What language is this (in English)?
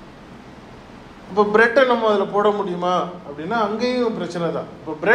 Tamil